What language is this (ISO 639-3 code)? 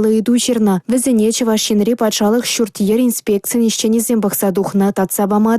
chv